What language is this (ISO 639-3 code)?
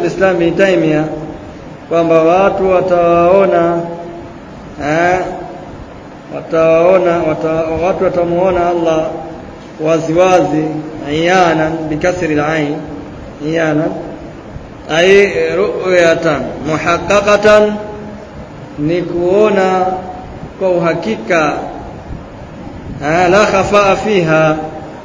swa